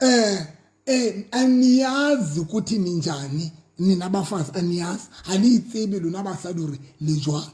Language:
Southern Sotho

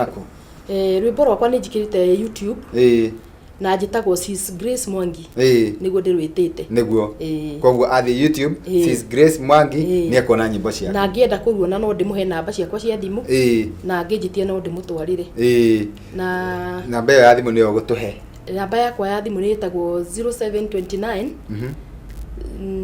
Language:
Kikuyu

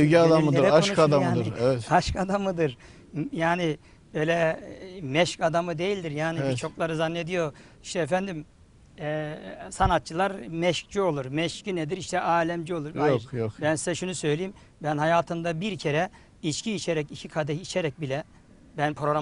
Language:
Turkish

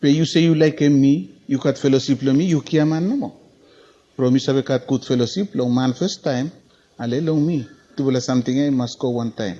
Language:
Bislama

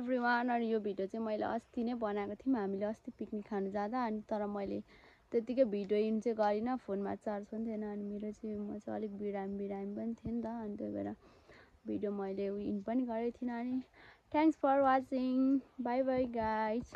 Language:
Nepali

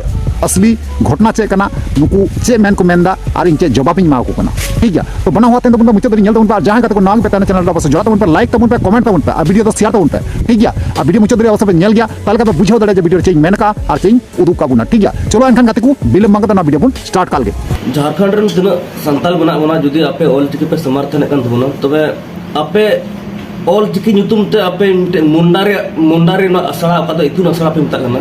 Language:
Santali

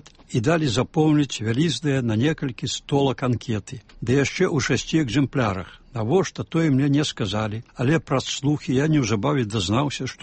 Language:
Belarusian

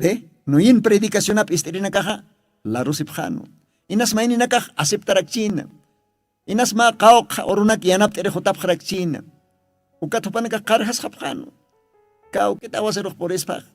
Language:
Aymara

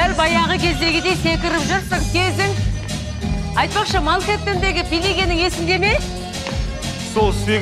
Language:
Kazakh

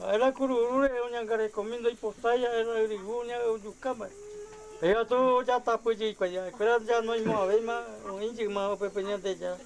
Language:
Guarani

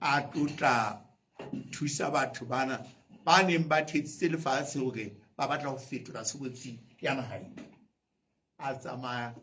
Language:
Southern Sotho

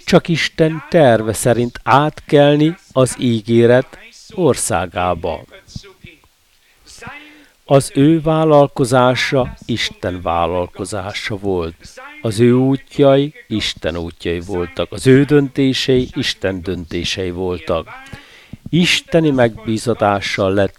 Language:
Hungarian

